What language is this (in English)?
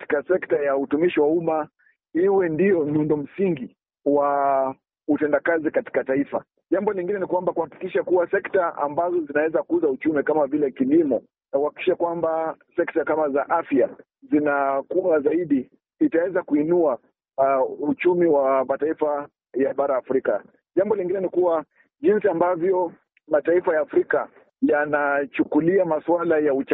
Swahili